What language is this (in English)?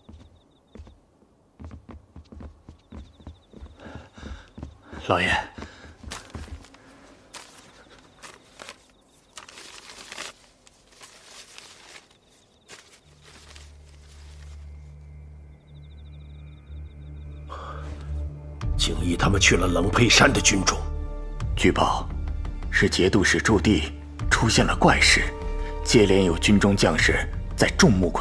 Chinese